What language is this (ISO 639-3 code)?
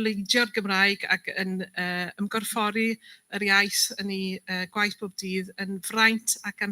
cym